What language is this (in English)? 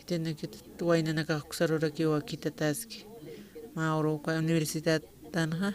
Aymara